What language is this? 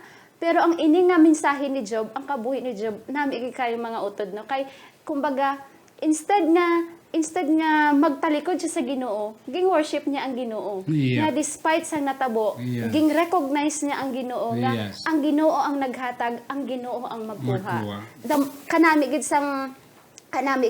Hiligaynon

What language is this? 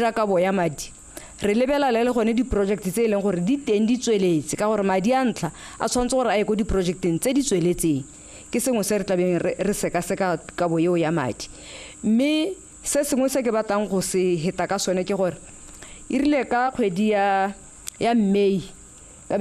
Tswana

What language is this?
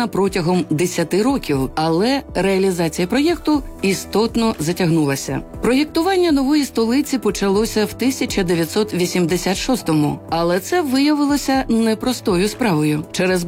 Ukrainian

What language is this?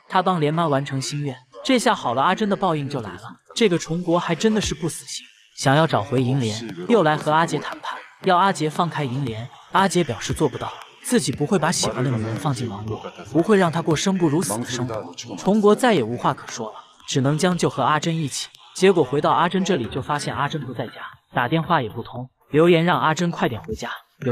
Chinese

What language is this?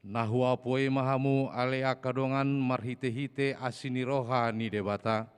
Batak Toba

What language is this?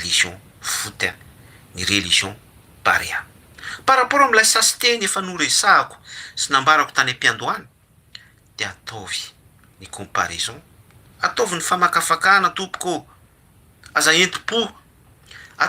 Malagasy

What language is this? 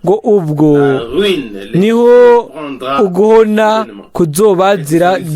Rundi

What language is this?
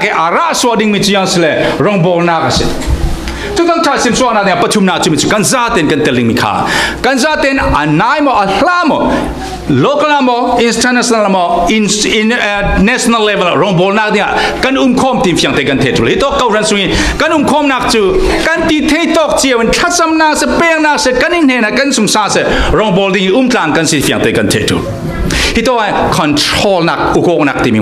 Falam Chin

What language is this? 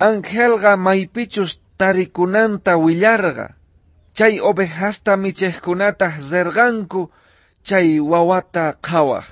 South Bolivian Quechua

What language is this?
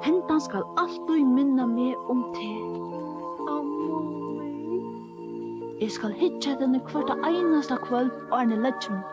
Faroese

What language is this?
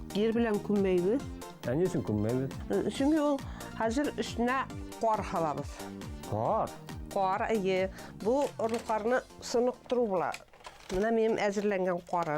Bashkir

